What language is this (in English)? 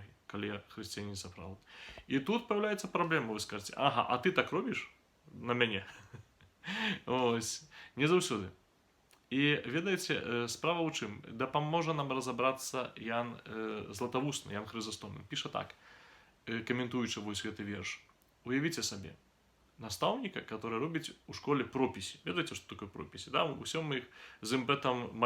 Belarusian